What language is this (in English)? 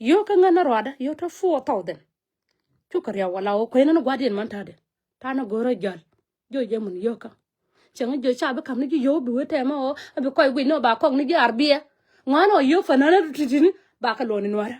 Nuer